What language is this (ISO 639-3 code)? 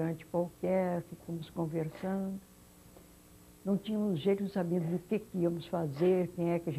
por